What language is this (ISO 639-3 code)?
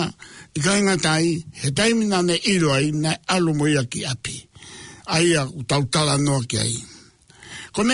ton